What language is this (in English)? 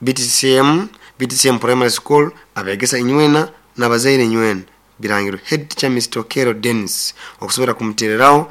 Nyoro